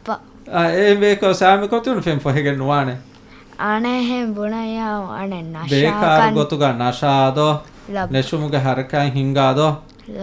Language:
Divehi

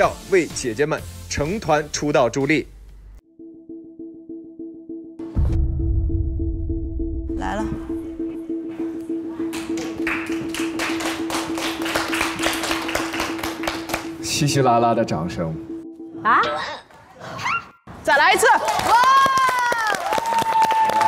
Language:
Chinese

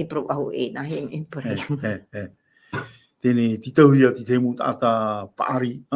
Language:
Tahitian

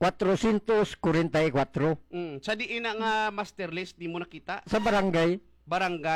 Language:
Hiligaynon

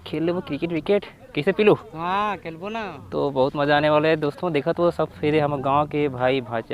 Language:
Chhattisgarhi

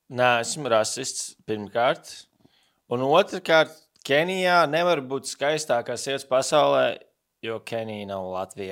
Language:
Latvian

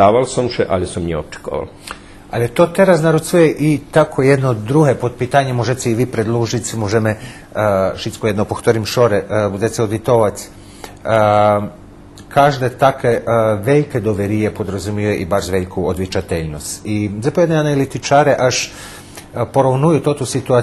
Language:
Rusyn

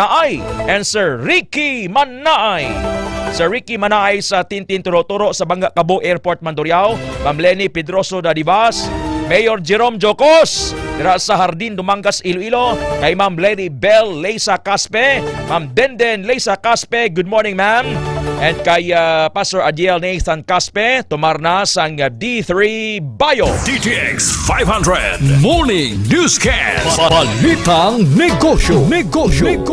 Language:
Hiligaynon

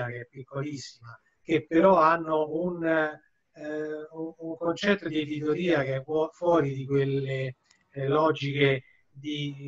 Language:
Italian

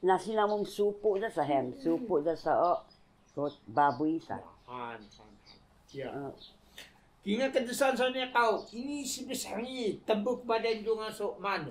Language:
Taroko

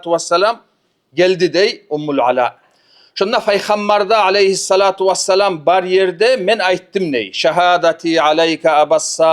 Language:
Kumyk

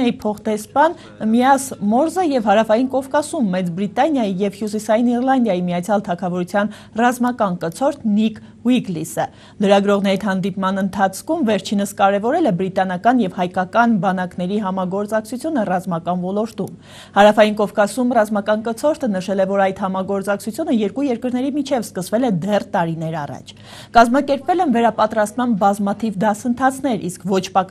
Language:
Armenian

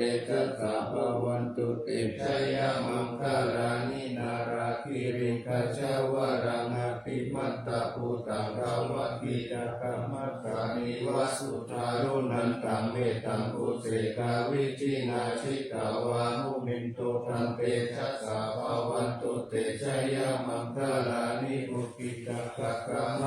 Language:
Pali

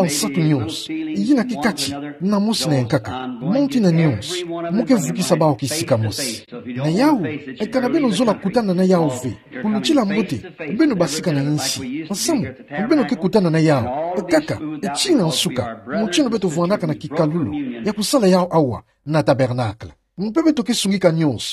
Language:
Kituba (Democratic Republic of Congo)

